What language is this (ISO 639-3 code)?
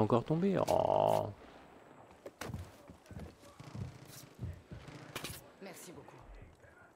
fra